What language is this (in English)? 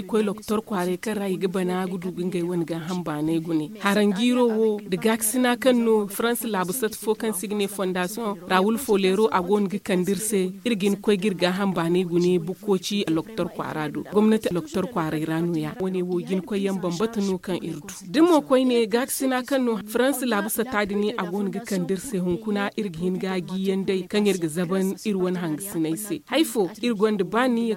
Zarma